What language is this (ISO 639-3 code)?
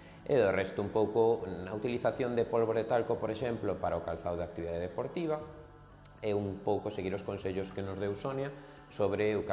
glg